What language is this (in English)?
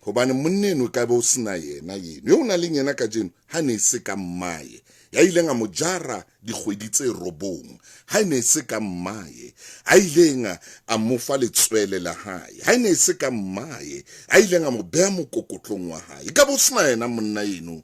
Southern Sotho